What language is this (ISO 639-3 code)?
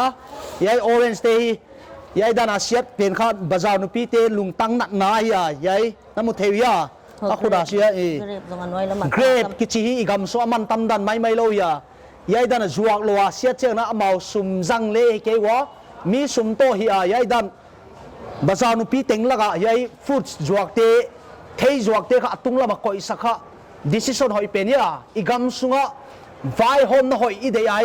pck